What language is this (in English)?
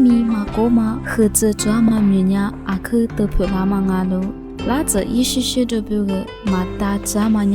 Lisu